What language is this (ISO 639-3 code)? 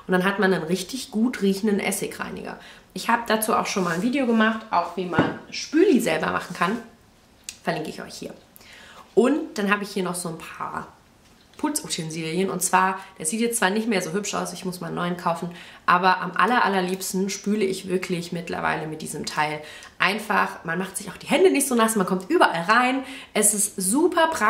deu